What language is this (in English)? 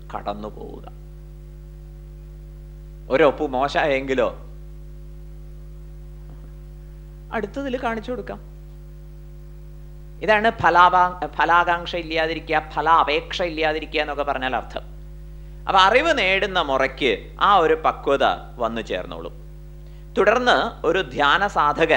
Malayalam